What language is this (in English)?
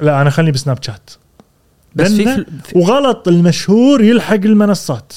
Gulf Arabic